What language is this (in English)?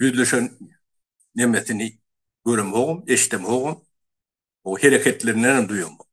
Turkmen